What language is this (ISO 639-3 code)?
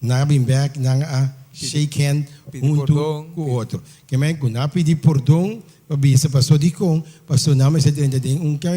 pap